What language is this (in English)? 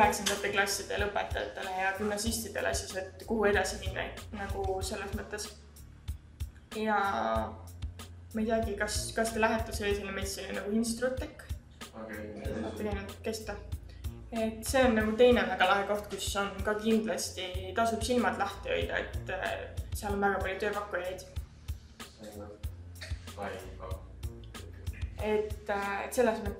Estonian